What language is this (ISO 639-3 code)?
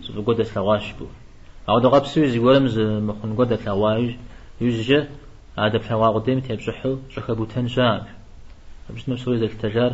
kbd